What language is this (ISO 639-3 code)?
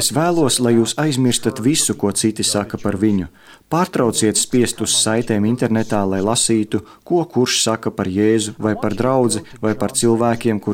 lav